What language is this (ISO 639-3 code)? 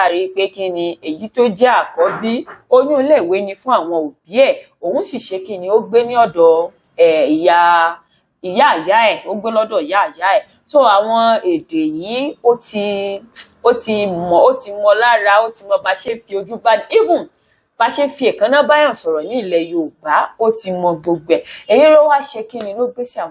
yor